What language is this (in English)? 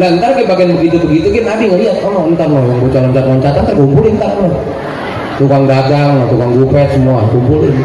Betawi